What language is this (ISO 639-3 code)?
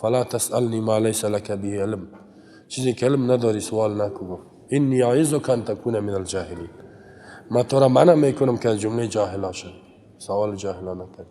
fas